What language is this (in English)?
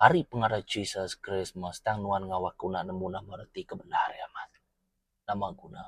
Iban